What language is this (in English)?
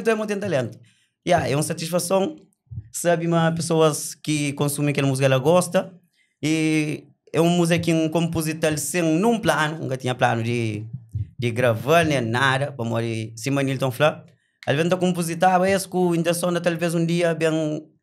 Kabuverdianu